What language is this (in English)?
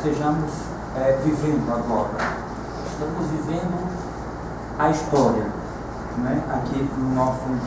Portuguese